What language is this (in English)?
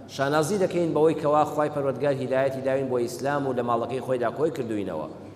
Central Kurdish